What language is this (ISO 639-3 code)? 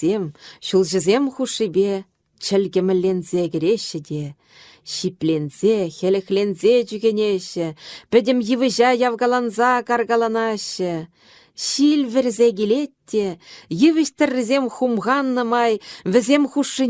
chv